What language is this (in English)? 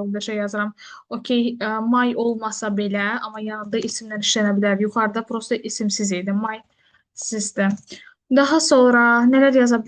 Azerbaijani